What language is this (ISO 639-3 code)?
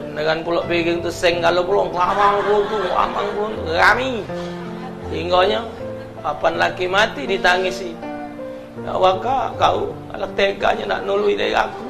mui